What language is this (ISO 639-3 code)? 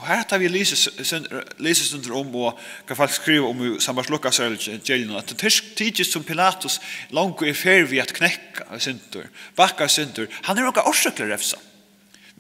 fao